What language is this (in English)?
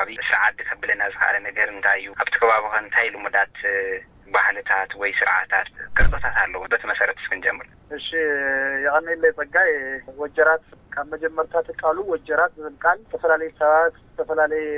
Tigrinya